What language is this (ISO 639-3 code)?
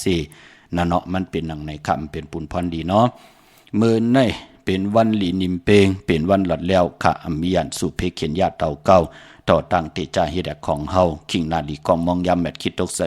shn